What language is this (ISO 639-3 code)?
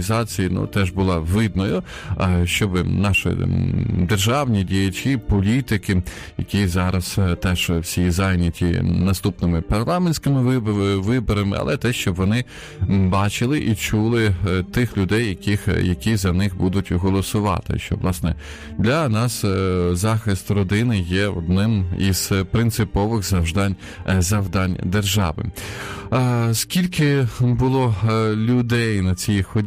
ukr